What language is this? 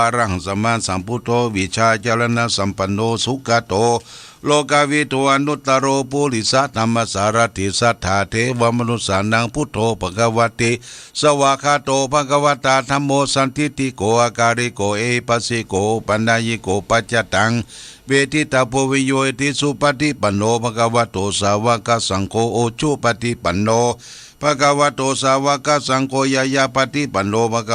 Pali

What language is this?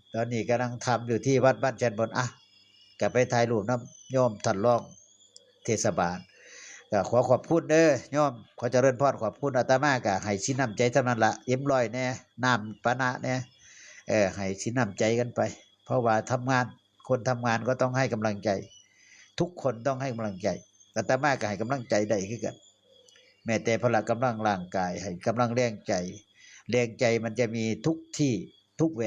Northeastern Thai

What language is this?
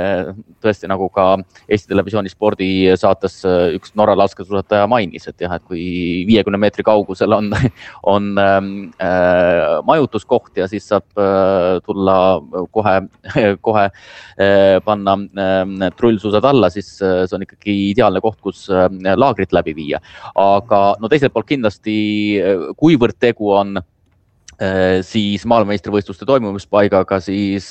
Estonian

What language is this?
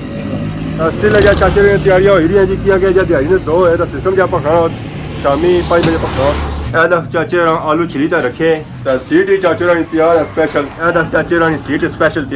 Pahari-Potwari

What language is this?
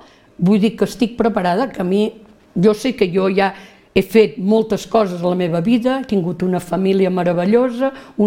Catalan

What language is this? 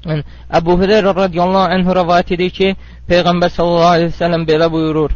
Azerbaijani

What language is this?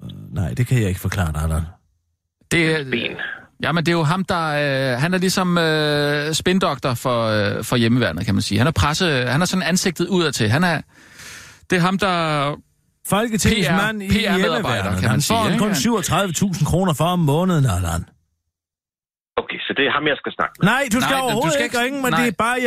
Danish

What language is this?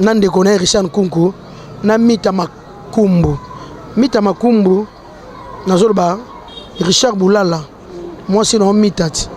Lingala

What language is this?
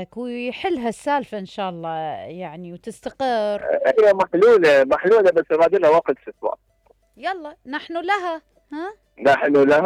Mesopotamian Arabic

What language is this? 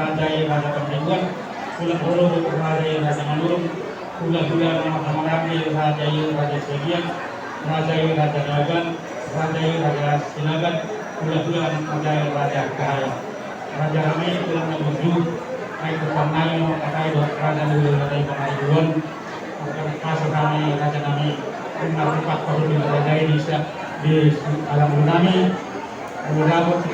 Batak Toba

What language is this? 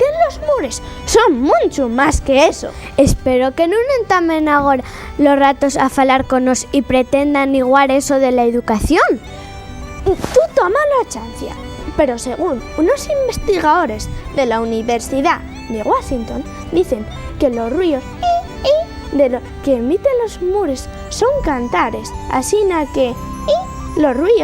Asturian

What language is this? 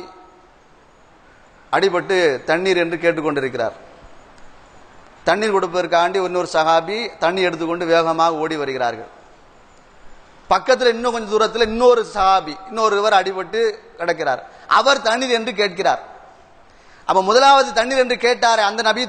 Tamil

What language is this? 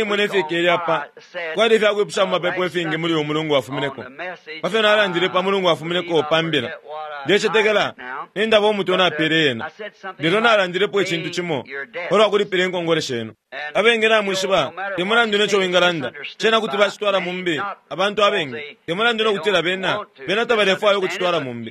Bemba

